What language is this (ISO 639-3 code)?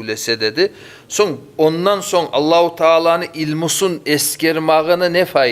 kum